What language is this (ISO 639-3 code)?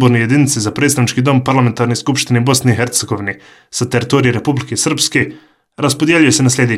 bos